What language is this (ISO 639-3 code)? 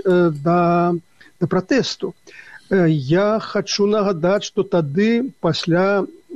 bel